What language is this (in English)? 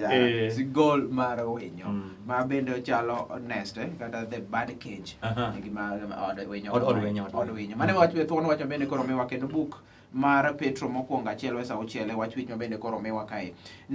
Luo (Kenya and Tanzania)